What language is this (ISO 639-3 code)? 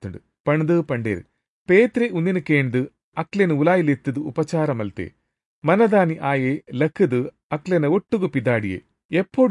tcy